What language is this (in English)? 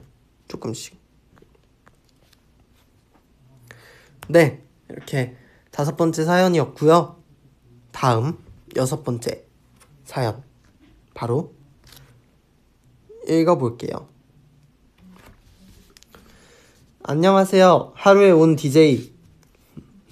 Korean